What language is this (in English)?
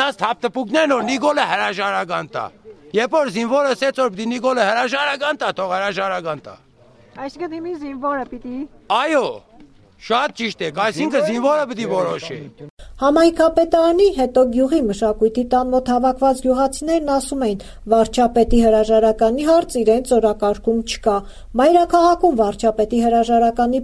Armenian